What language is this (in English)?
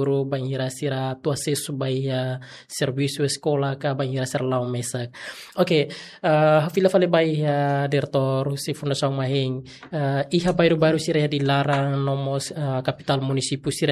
Tetum